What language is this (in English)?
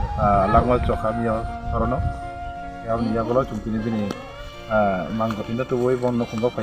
Kok Borok